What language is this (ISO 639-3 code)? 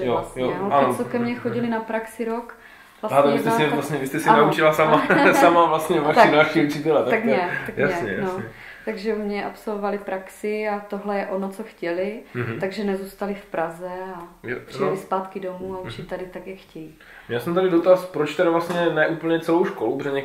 ces